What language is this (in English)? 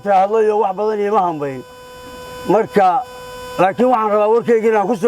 Somali